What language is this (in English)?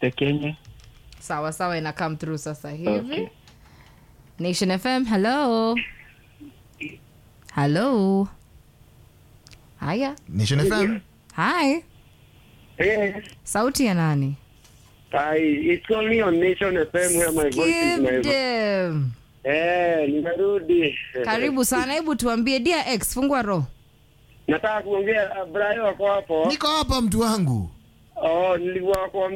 Swahili